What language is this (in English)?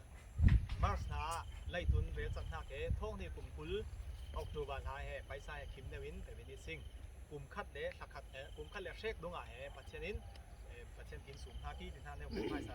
Falam Chin